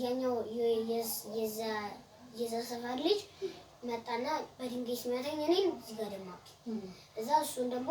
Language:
Amharic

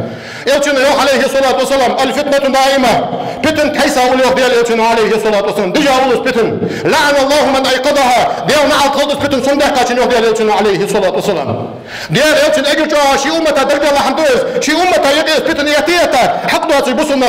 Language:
Ingush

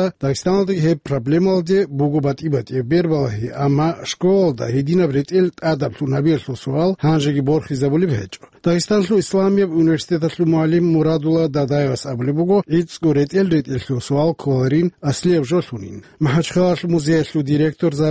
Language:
Avaric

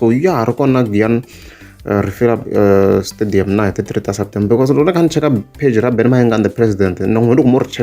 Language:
Tsonga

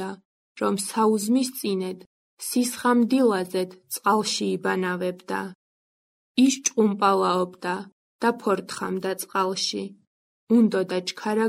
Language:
Georgian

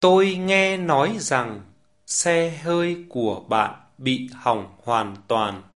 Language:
Vietnamese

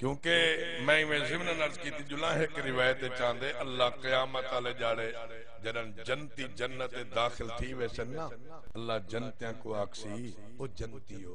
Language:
Saraiki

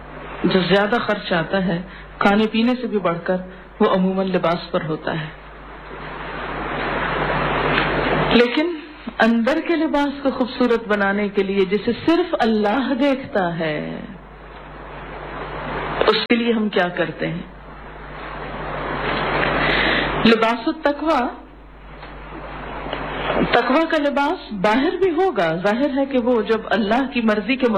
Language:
Urdu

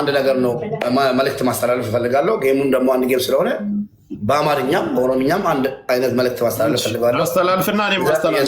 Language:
Amharic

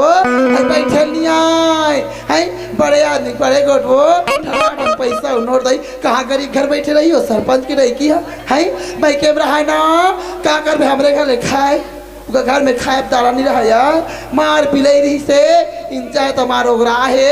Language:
Chhattisgarhi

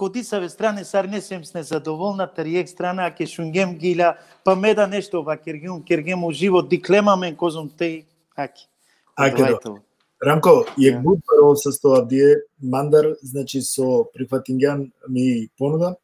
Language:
Balkan Romani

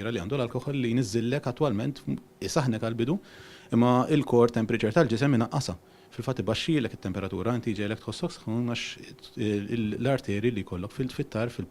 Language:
Maltese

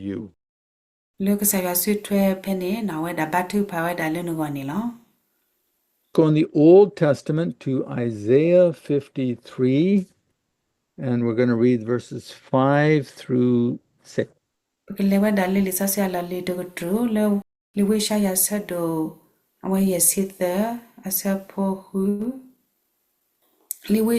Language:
S'gaw Karen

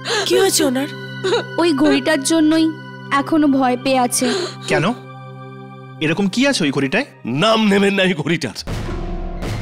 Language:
Bangla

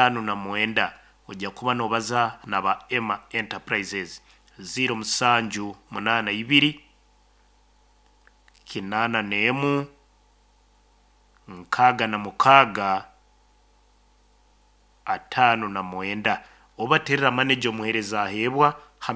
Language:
Nyoro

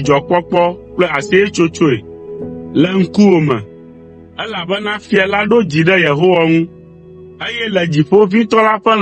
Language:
Ewe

